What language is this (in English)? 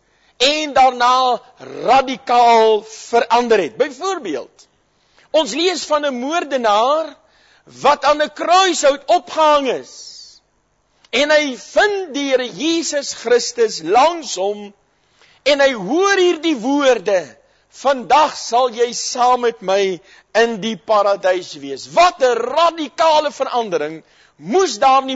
Afrikaans